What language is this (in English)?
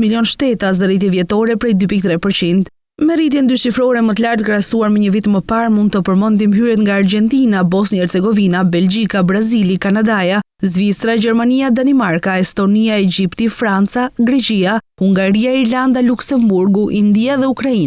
Albanian